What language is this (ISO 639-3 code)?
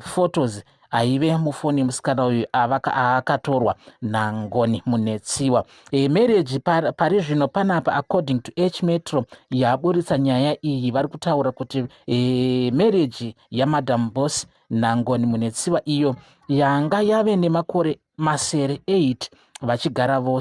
sna